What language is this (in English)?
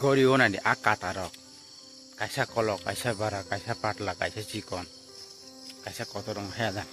Kok Borok